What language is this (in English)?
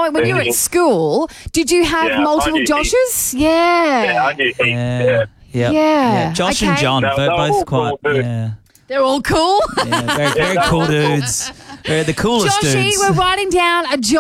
English